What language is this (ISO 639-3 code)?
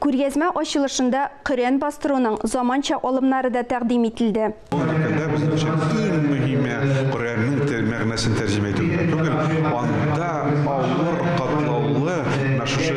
tat